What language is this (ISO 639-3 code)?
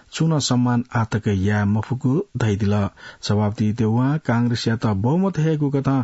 new